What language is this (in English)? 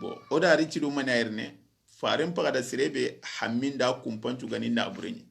Soninke